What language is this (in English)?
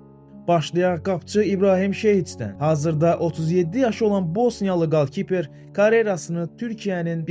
Azerbaijani